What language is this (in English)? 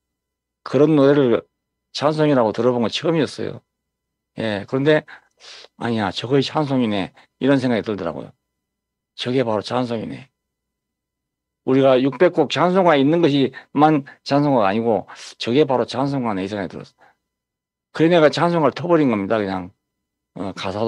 Korean